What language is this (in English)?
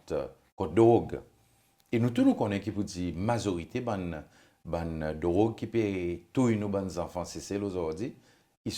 Seselwa Creole French